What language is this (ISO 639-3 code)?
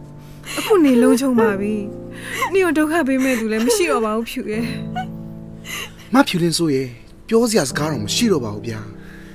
mya